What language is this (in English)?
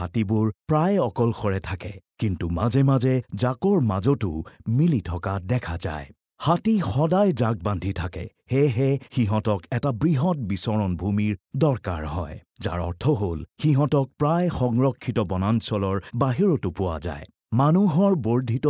Assamese